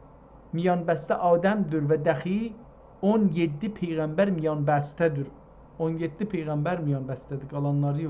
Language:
South Azerbaijani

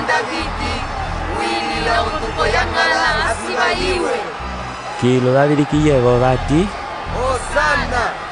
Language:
Umbundu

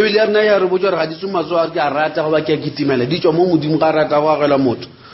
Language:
Northern Sotho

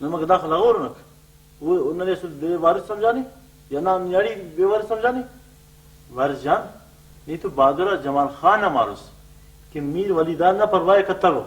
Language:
Brahui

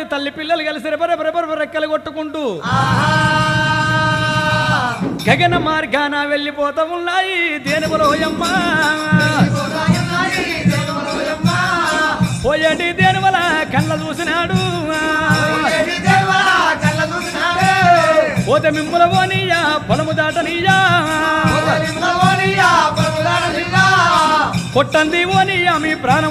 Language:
Telugu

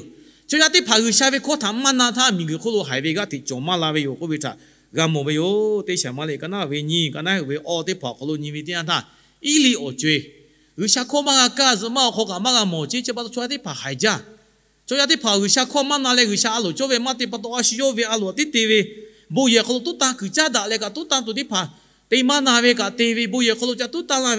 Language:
Lahu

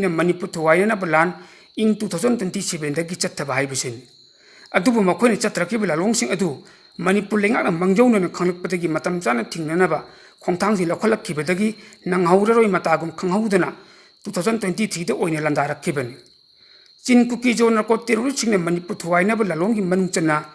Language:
Manipuri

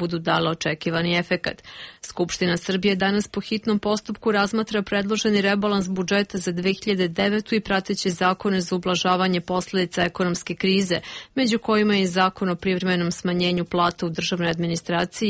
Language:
Serbian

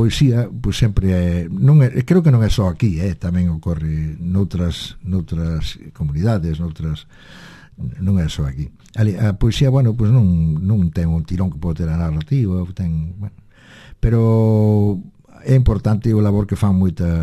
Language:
Galician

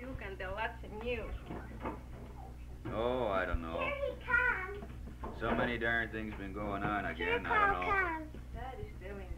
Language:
English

